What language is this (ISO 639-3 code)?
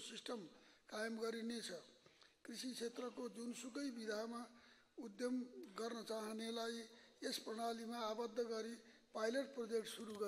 nep